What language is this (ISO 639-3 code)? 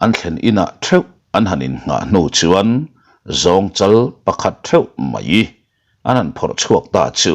lus